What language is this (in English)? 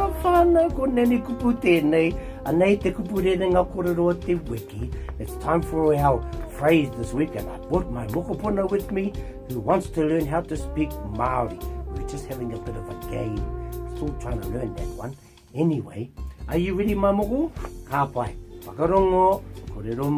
Māori